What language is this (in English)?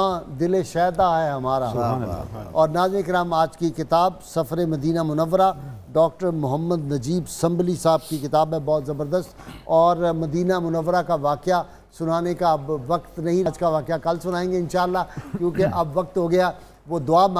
Urdu